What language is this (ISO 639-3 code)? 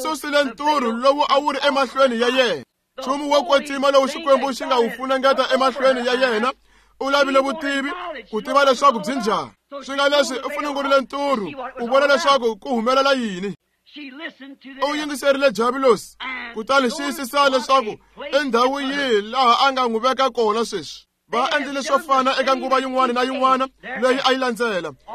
tso